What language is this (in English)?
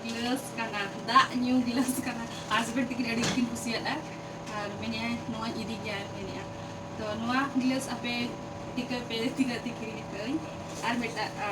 Santali